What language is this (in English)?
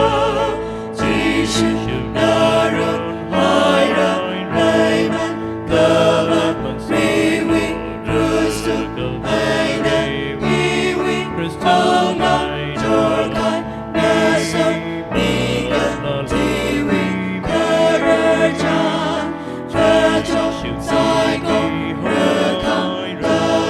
Tangkhul Naga (India)